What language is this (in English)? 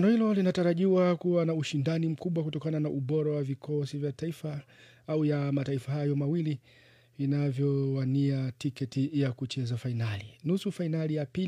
Swahili